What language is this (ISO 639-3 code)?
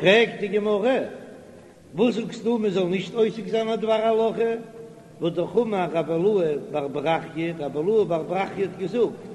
yid